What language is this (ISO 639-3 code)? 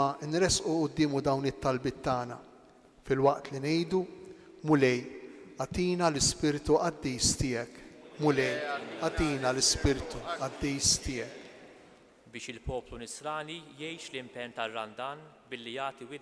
mlt